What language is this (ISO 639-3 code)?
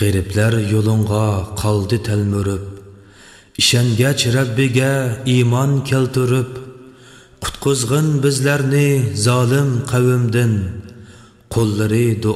uig